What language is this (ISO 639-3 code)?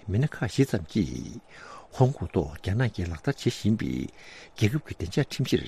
bod